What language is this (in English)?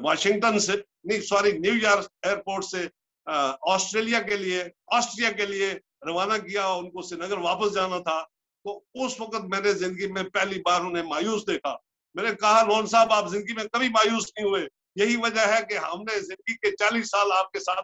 Urdu